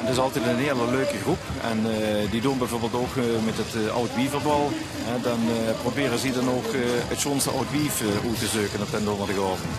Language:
Limburgish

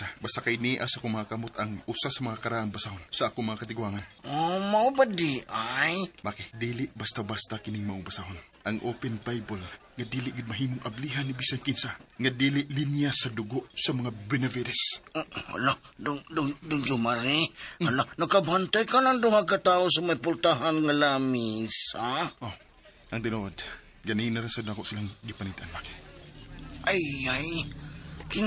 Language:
Cebuano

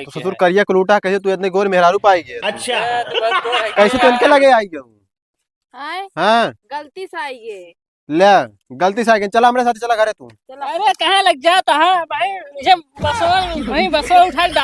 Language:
Awadhi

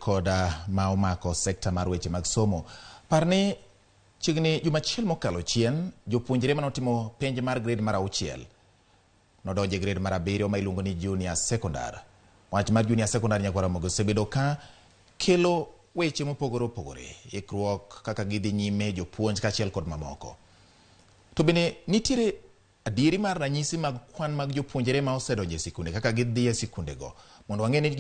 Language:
Luo (Kenya and Tanzania)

